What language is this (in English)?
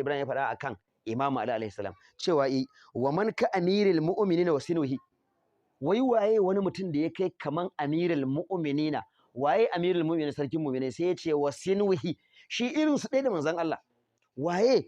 Hausa